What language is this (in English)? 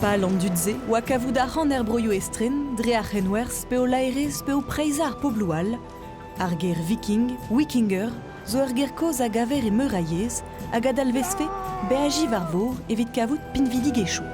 Breton